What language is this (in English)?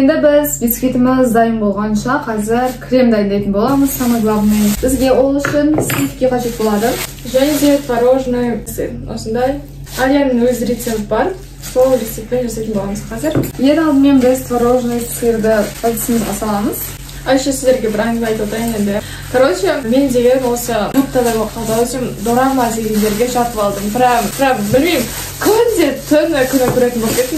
Kazakh